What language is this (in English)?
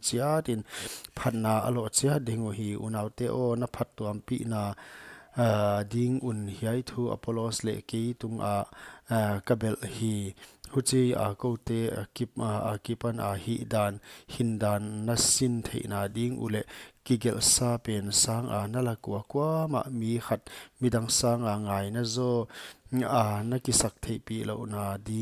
Paite Chin